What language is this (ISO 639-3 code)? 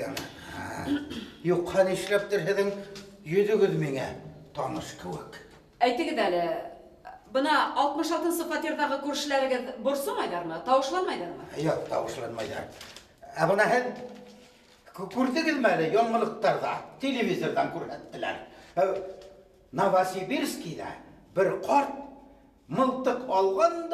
bak